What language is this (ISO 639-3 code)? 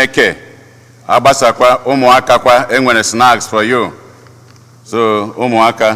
ibo